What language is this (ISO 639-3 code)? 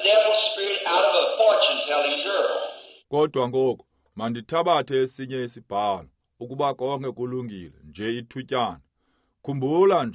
xho